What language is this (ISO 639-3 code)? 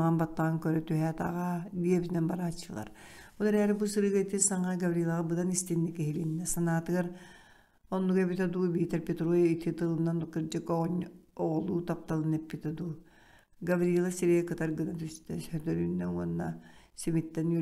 sah